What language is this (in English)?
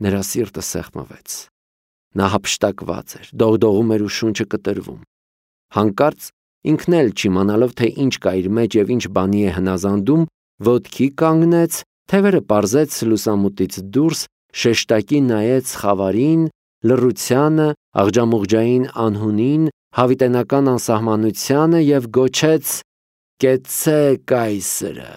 Armenian